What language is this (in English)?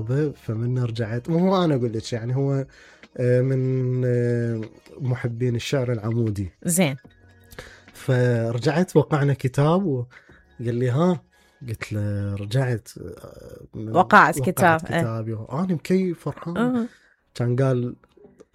Mesopotamian Arabic